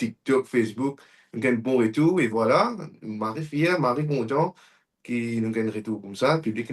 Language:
Morisyen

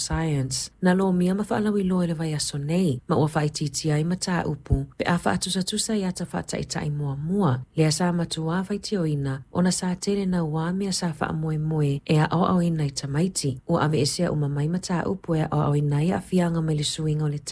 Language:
Samoan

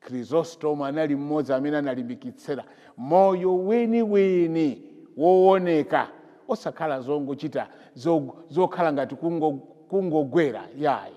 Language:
Nyanja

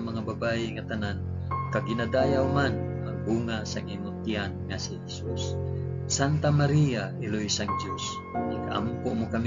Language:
Hiligaynon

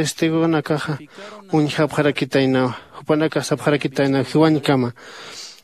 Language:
Aymara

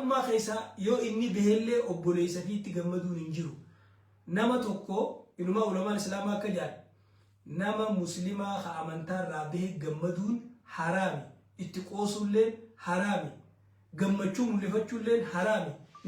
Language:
Oromo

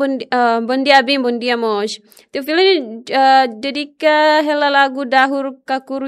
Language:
Tetum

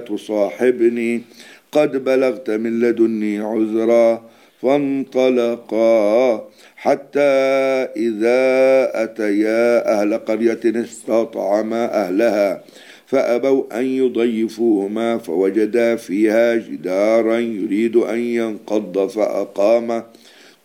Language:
Arabic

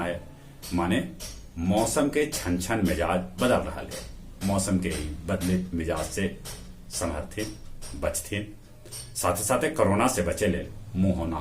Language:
Magahi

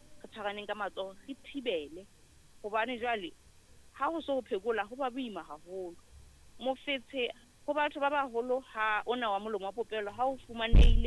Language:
Southern Sotho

